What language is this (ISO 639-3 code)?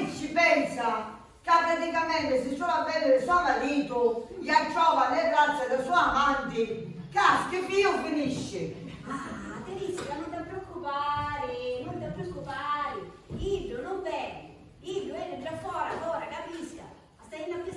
scn